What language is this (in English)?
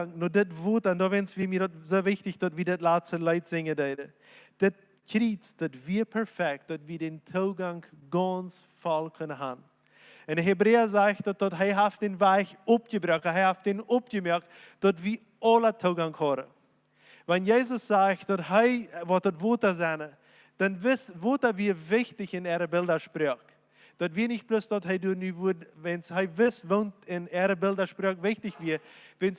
Plautdietsch